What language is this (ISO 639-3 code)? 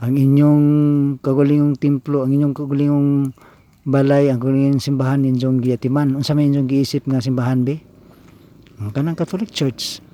ceb